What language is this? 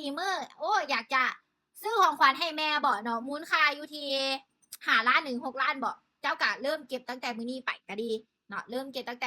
Lao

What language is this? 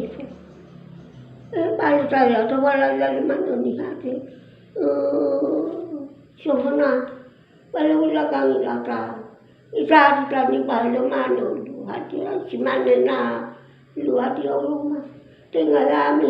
Nias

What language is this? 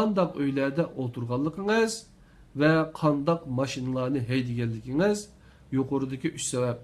Uyghur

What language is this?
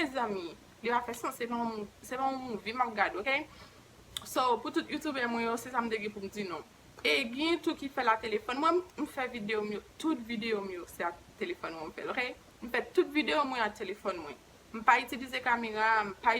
Haitian Creole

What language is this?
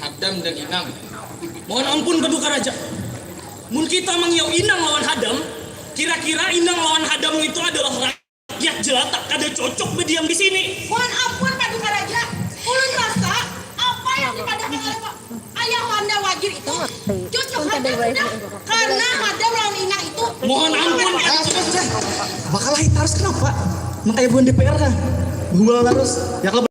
Banjar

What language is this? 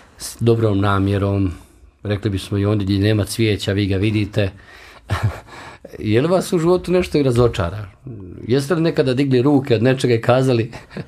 Bosnian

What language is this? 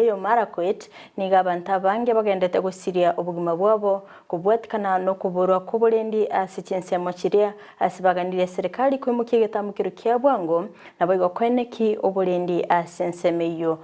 Gusii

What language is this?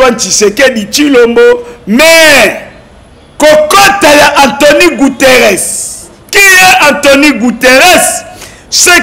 Lingala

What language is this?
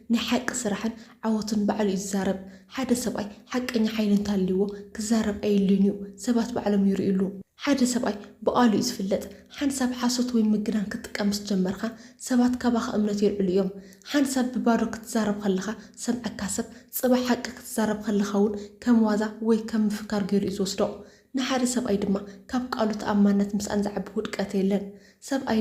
Tigrinya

